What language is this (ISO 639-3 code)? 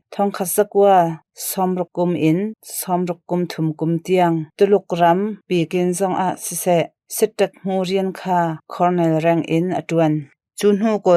cnh